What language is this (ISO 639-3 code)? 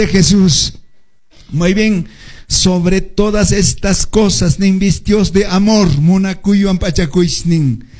que